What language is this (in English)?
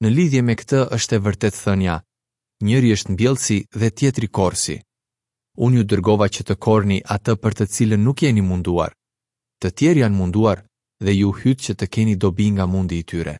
Albanian